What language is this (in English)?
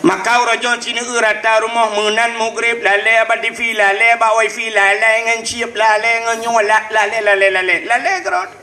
Achinese